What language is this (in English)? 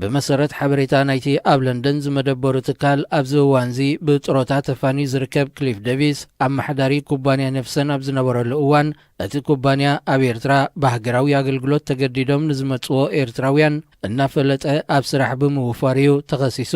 Tigrinya